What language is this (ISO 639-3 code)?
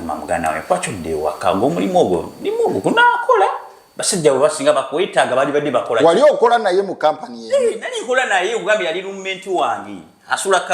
lug